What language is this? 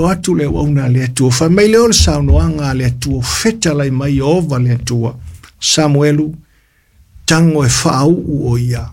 Samoan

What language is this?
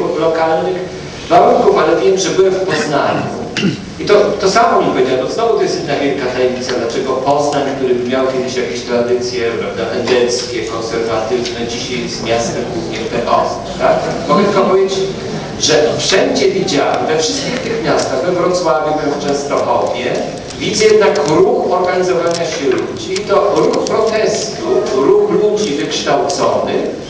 Polish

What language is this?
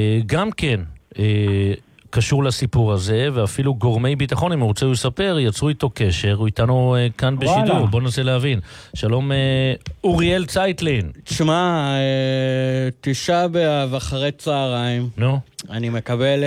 Hebrew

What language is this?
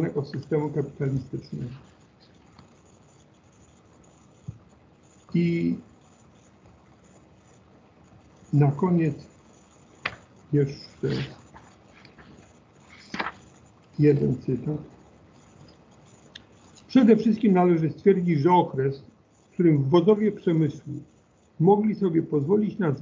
Polish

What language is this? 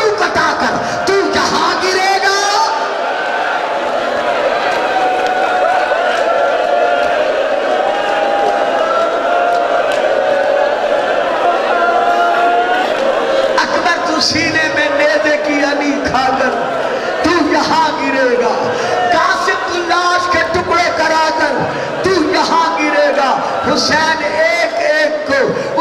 Urdu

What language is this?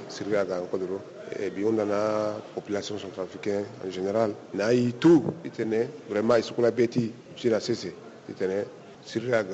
Sango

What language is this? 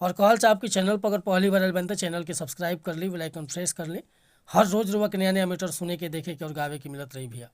Bhojpuri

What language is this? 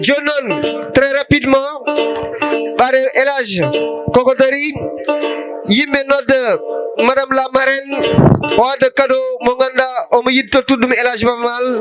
Fula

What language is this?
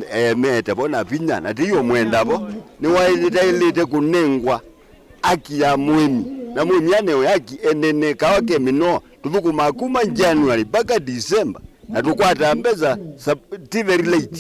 Kamba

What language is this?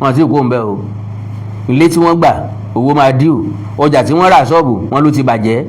Yoruba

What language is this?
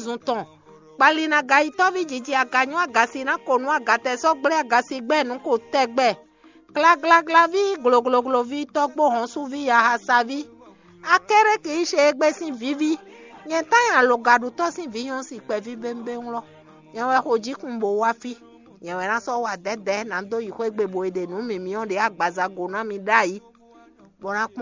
Fon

